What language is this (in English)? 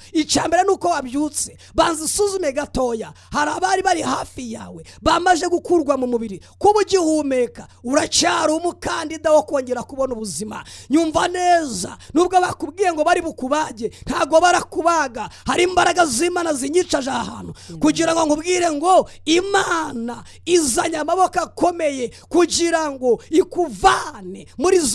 Kinyarwanda